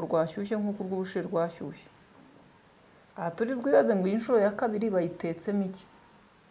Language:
Kinyarwanda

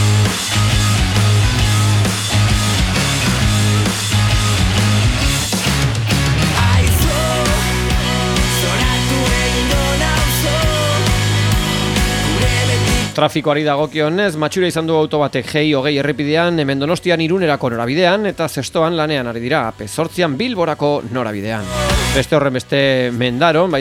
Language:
Basque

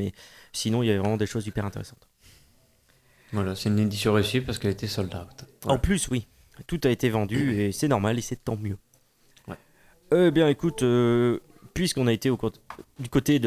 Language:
French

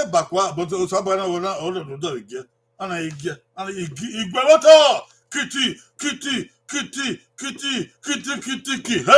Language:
Bini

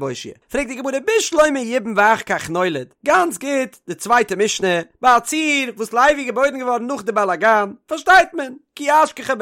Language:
Yiddish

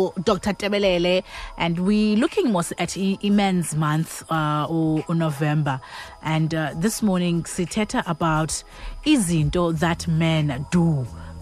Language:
Xhosa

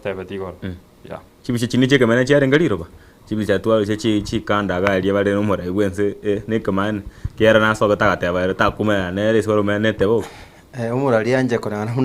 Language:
Gusii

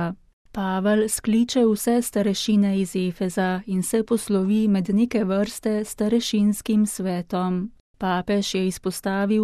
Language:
Slovenian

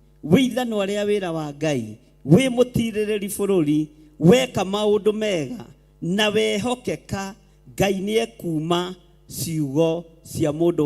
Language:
Kikuyu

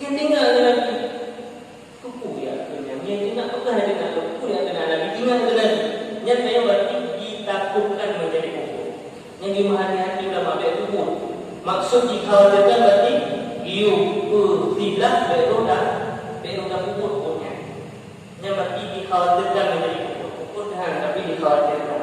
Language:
Achinese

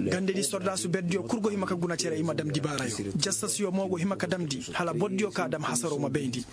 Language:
Koyraboro Senni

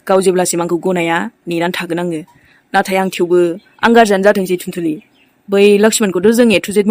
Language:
Bodo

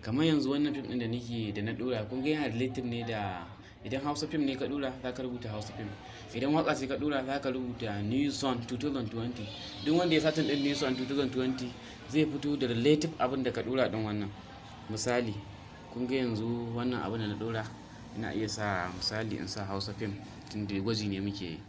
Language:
Hausa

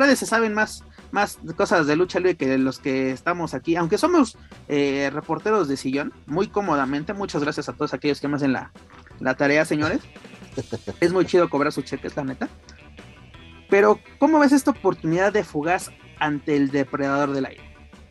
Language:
Spanish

